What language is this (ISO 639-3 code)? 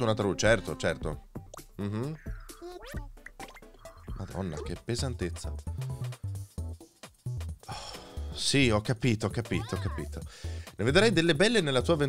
ita